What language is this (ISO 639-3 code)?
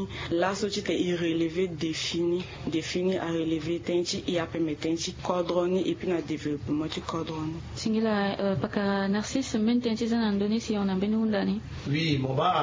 sag